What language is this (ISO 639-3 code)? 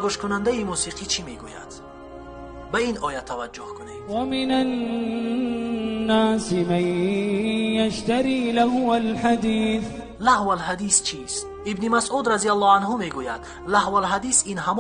tgk